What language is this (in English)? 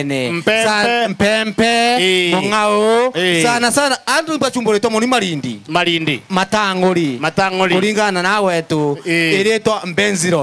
Meru